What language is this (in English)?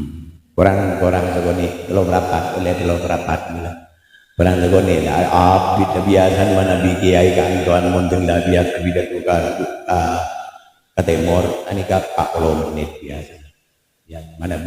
Madurese